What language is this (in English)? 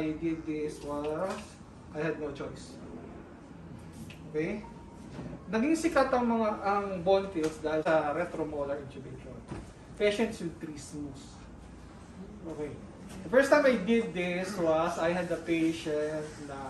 Filipino